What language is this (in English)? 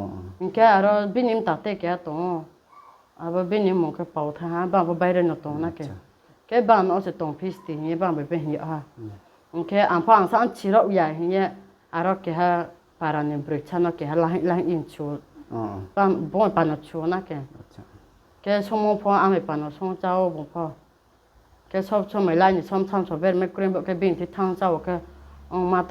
Riang (India)